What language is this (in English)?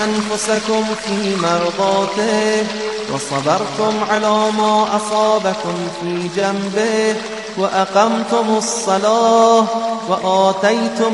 Persian